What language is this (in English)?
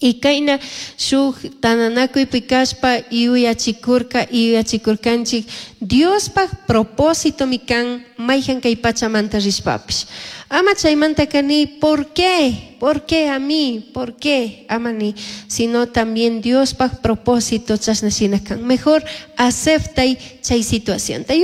Chimborazo Highland Quichua